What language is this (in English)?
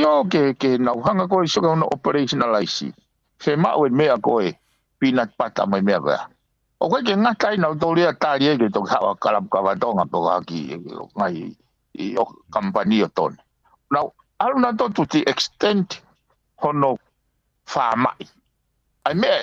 Tongan